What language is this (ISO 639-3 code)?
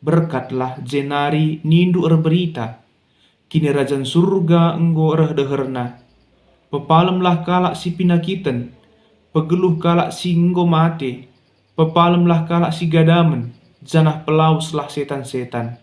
btx